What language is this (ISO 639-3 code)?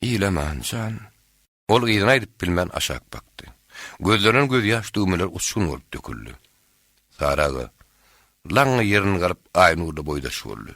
tuk